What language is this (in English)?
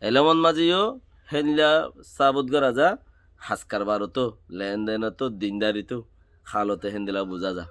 Rohingya